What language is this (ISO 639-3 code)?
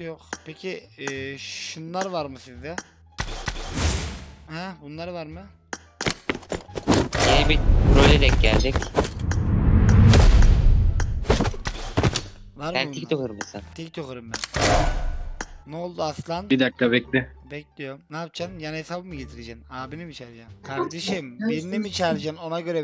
tur